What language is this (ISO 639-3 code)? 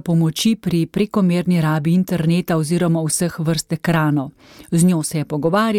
slv